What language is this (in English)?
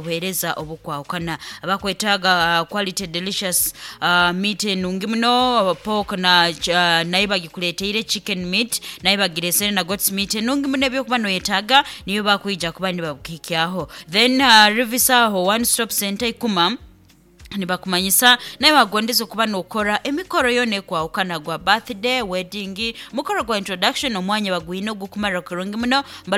Nyankole